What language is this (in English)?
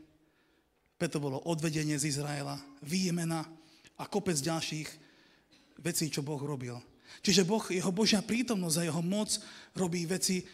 Slovak